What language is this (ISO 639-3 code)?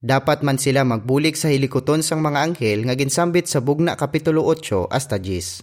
hil